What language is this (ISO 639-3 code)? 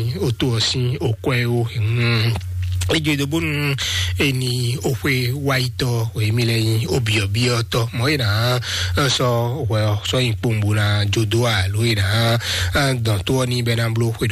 fon